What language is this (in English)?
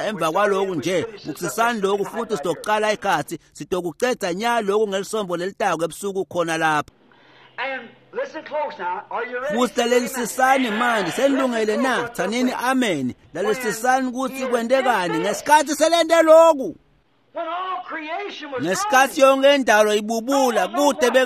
Swati